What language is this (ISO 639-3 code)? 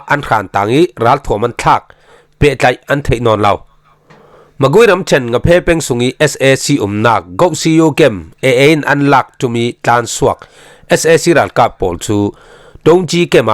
cfm